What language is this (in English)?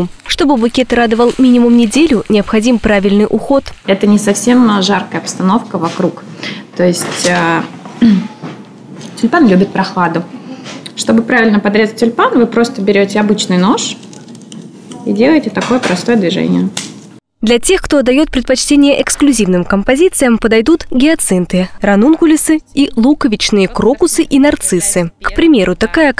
Russian